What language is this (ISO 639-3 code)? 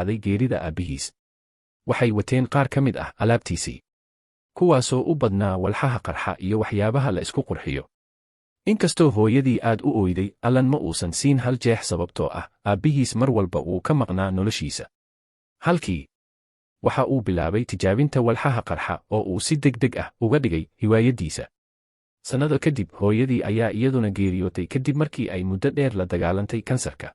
som